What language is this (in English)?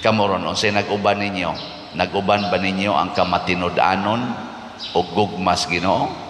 Cebuano